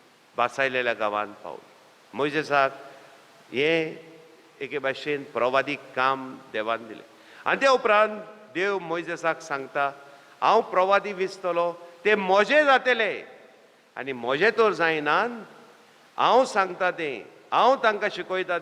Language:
Konkani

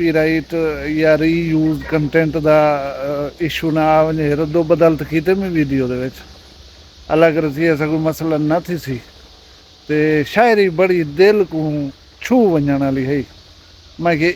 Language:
Saraiki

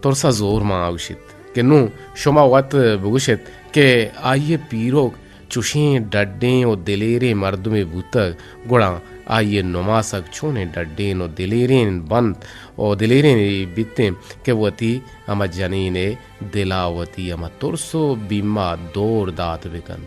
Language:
Eastern Balochi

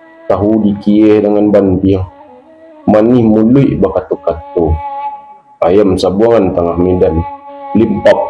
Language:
Minangkabau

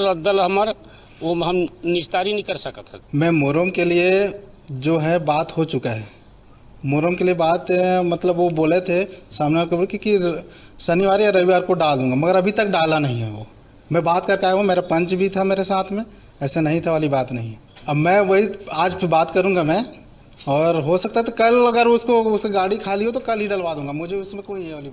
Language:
Chhattisgarhi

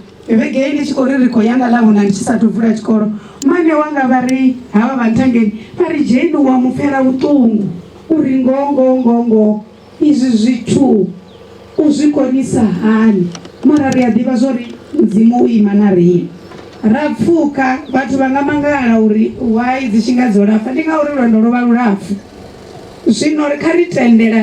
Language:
Venda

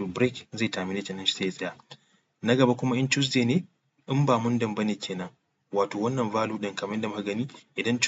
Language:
Hausa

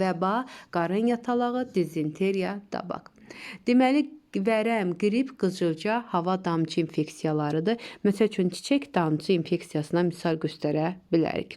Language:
Azerbaijani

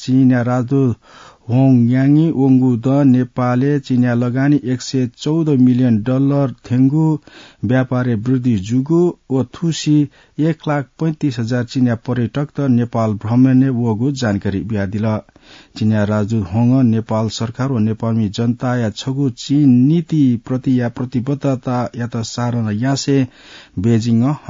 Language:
Newari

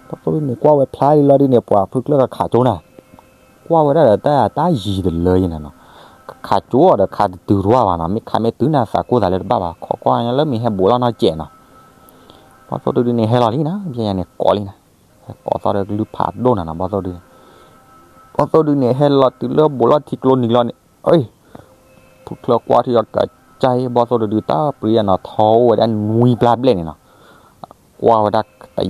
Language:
S'gaw Karen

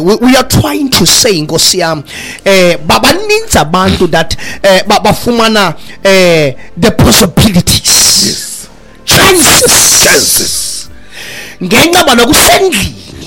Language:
Xhosa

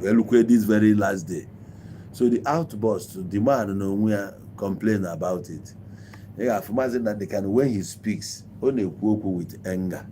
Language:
Igbo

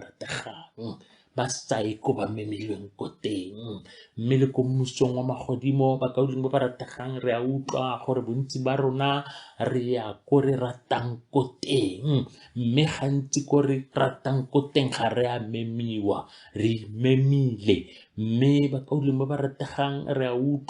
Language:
Tswana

